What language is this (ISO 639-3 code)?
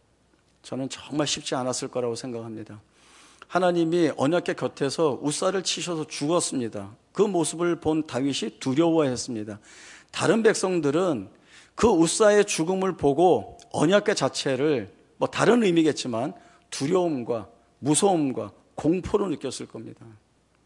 kor